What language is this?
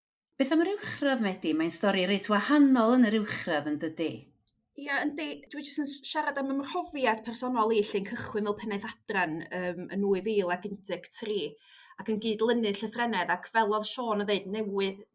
Welsh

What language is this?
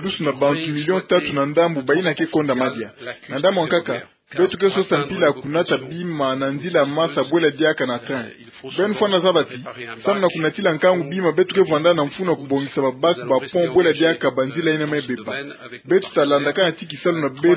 Kituba (Democratic Republic of Congo)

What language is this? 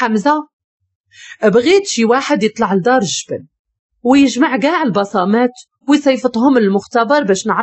Moroccan Arabic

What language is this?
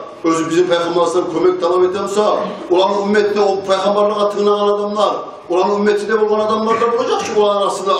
Kumyk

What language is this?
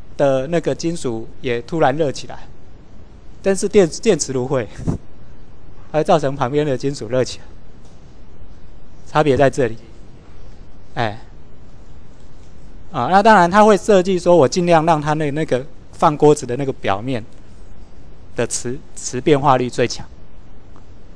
Chinese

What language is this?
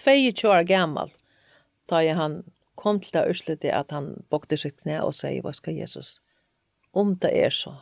Faroese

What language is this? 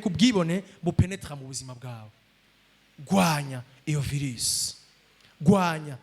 Rundi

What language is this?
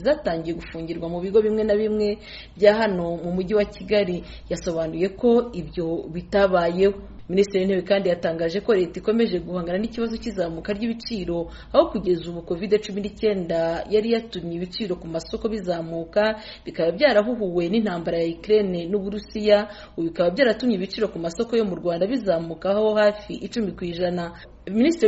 Kinyarwanda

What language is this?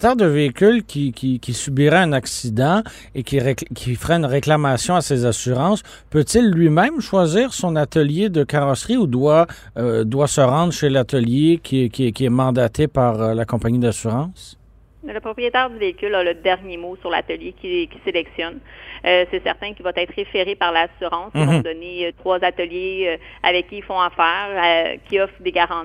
French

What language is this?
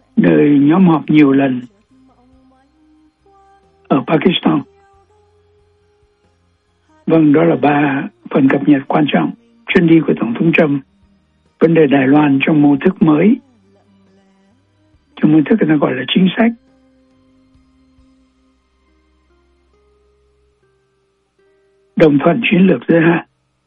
Vietnamese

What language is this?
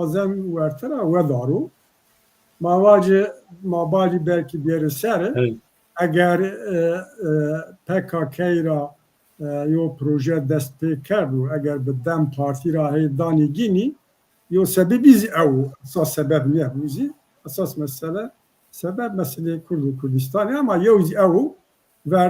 Zaza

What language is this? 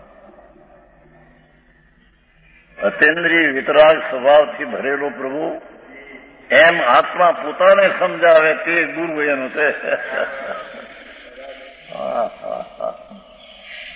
Gujarati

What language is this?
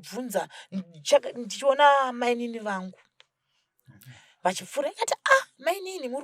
Shona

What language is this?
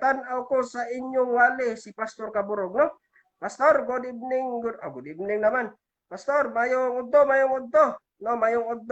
Cebuano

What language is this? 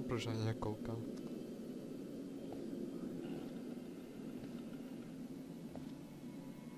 Czech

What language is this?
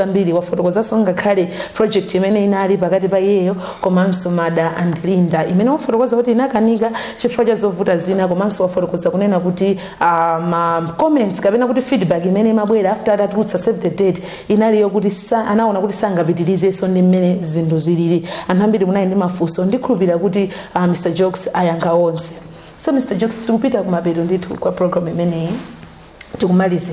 Nyanja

